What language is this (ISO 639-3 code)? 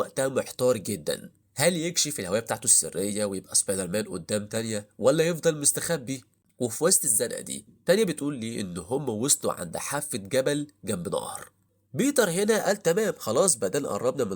arz